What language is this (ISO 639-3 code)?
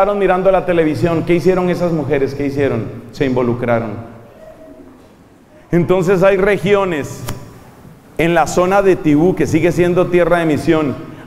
spa